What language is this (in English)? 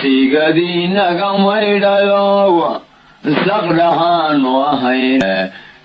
Somali